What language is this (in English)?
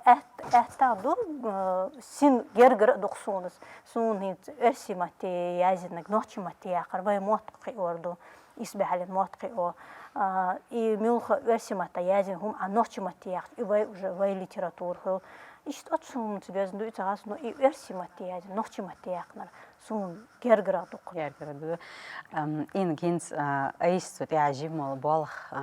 Chechen